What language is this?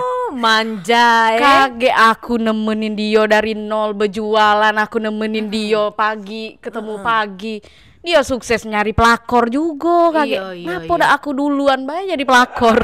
Musi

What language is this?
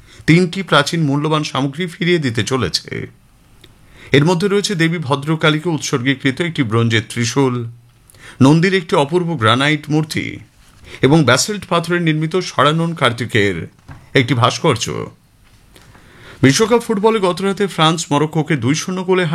Bangla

